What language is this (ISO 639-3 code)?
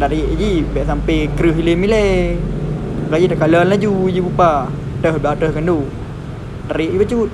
ace